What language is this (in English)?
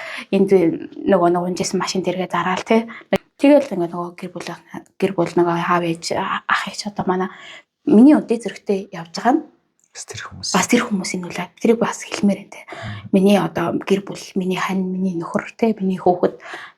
Mongolian